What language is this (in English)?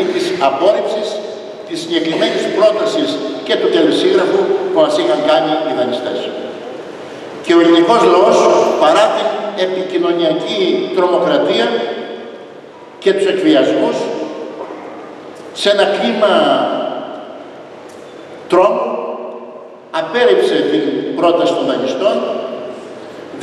Greek